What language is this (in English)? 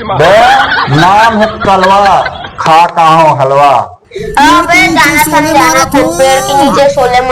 Chhattisgarhi